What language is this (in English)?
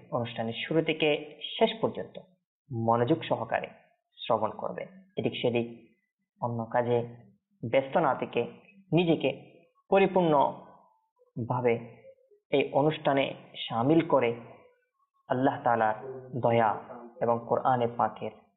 Bangla